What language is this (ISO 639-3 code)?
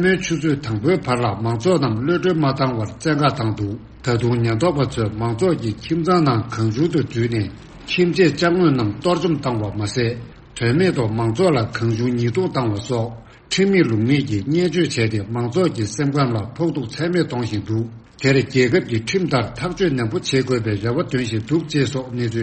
bod